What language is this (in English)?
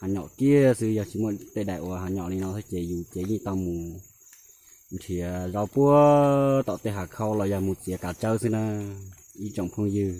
Hmong